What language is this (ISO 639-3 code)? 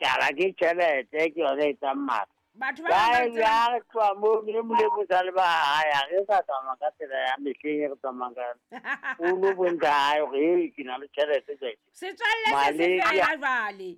sot